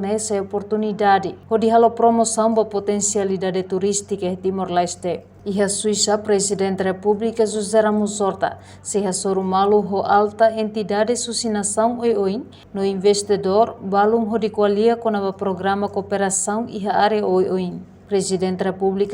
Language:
Tetum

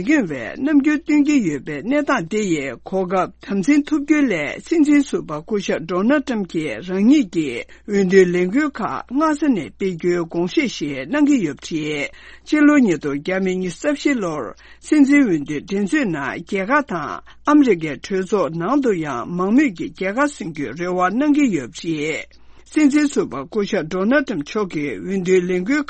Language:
Tibetan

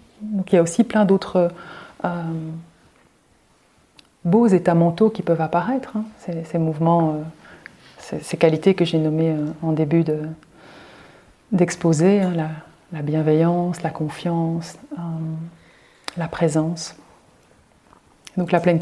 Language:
French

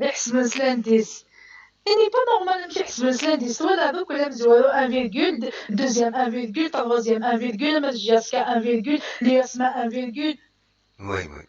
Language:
Kabyle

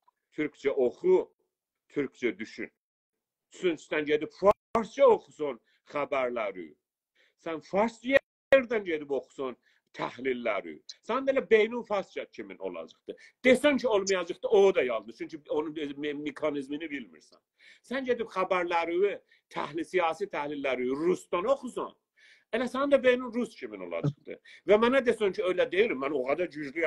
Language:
South Azerbaijani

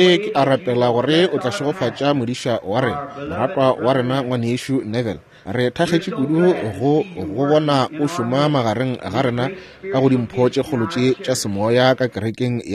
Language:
Northern Sotho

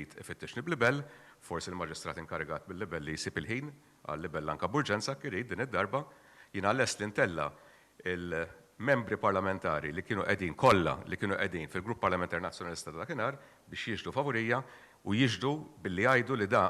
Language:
Maltese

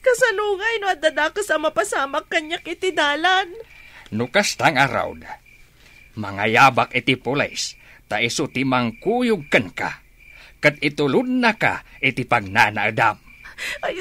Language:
Iloko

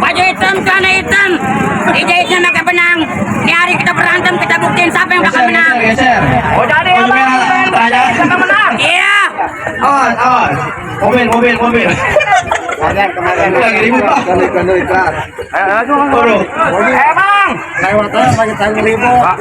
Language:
Betawi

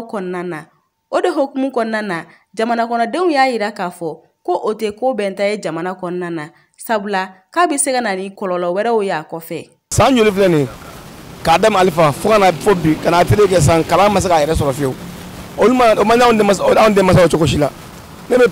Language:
Bambara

